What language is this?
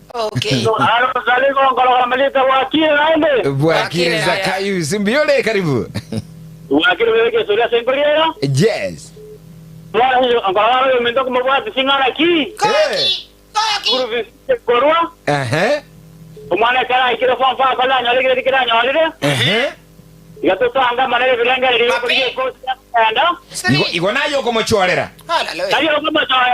Gusii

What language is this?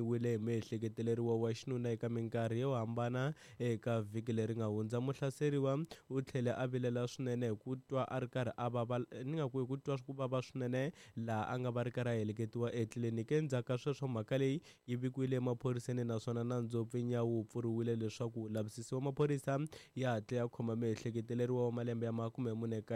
Tsonga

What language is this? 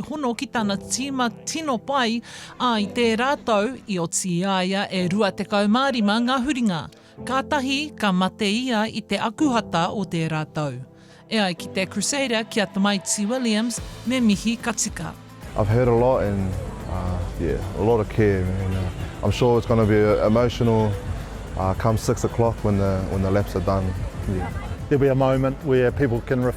Māori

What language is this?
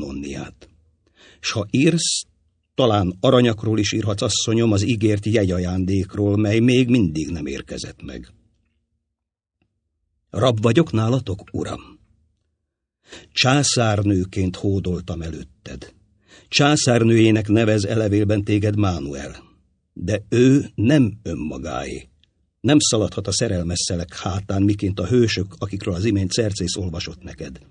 Hungarian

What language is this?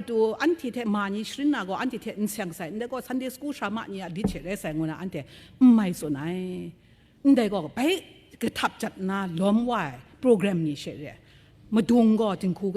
Kachin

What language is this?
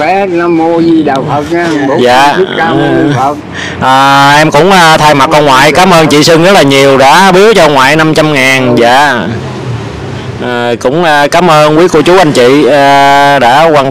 Vietnamese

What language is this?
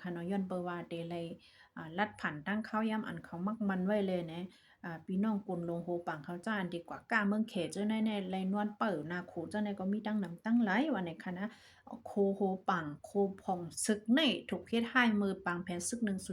Shan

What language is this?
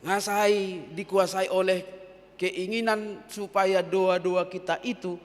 Batak Toba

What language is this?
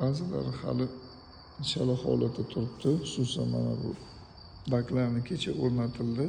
Uzbek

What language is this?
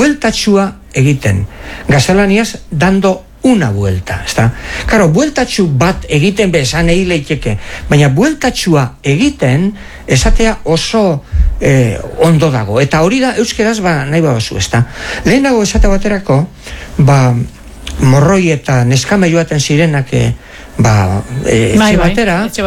Basque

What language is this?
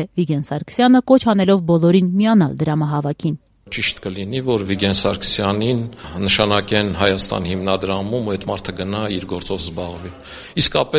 Armenian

